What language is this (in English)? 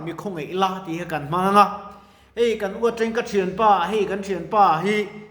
Mizo